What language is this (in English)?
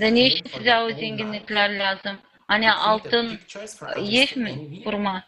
Gagauz